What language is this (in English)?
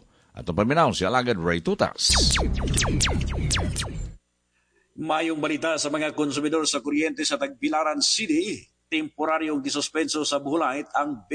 Cebuano